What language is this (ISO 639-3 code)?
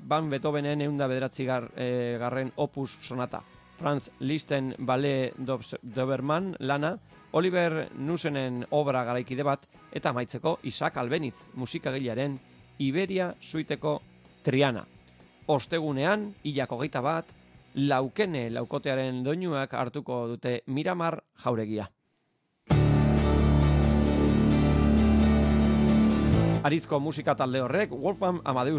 eus